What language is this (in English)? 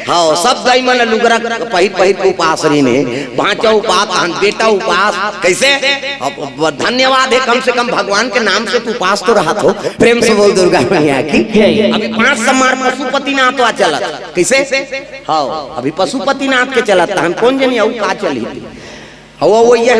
Chhattisgarhi